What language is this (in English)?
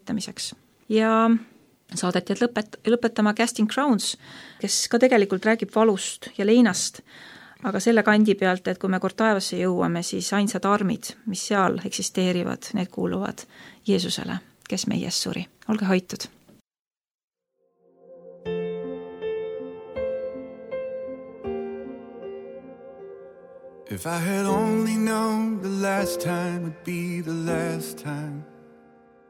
Estonian